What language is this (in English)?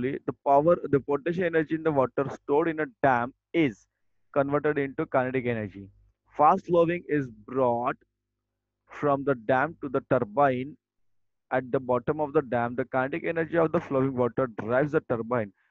Marathi